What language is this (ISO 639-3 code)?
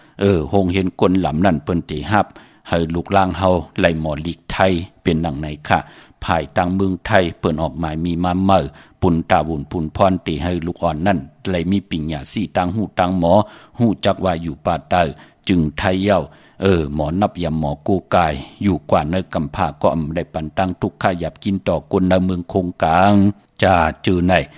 shn